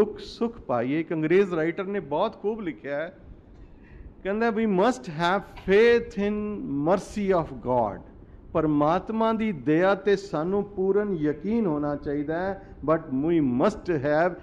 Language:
Punjabi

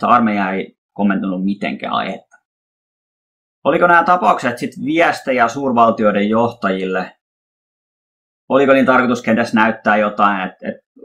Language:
Finnish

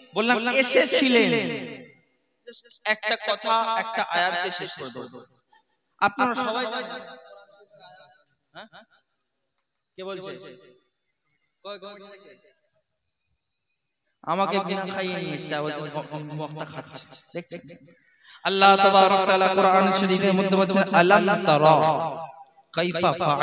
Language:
Bangla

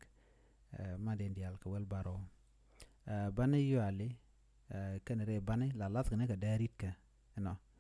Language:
Nuer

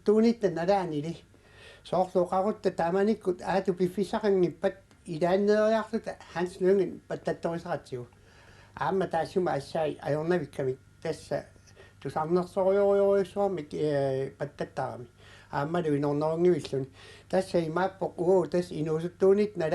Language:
Kalaallisut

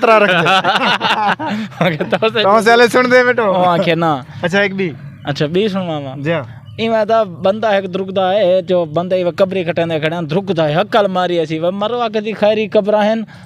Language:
Saraiki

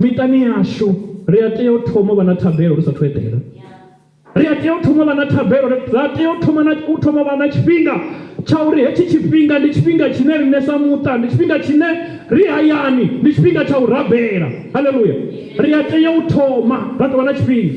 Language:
Venda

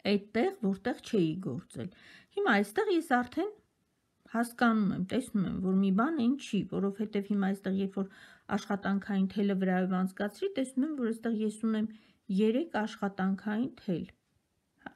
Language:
Armenian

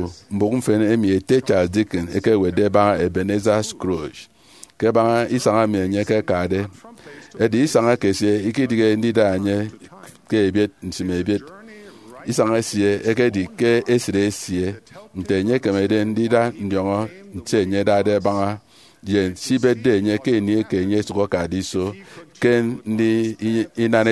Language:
Efik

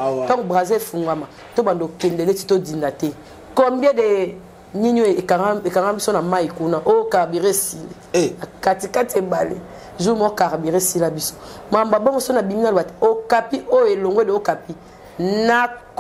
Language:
Lingala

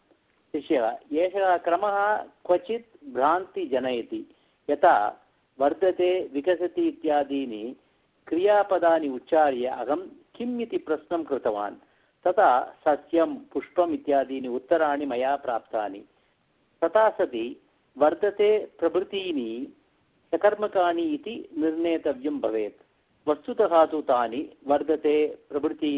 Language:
Sanskrit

